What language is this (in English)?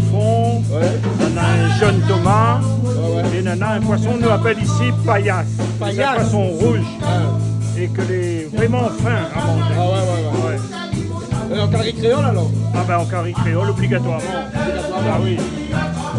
Réunion Creole French